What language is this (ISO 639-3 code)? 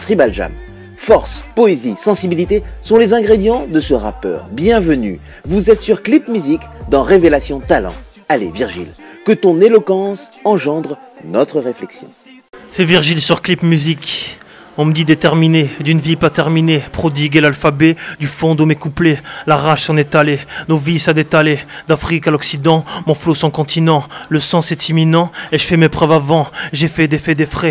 fra